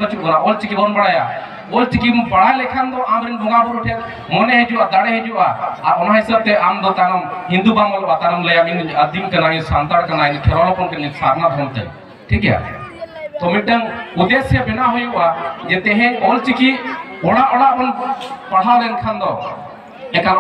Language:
Santali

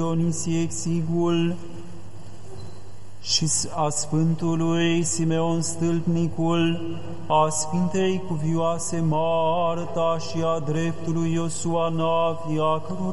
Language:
Romanian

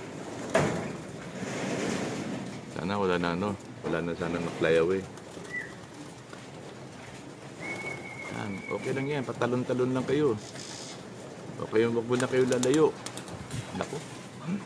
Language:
Filipino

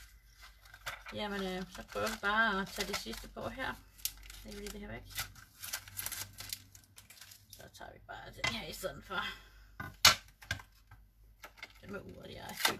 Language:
Danish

